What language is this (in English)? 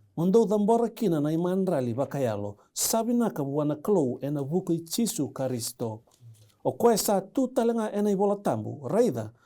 Fijian